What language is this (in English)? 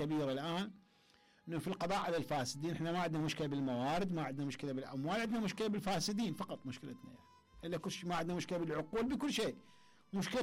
Mesopotamian Arabic